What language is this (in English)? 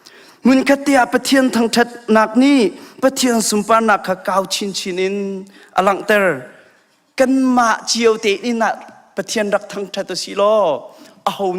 Hakha Chin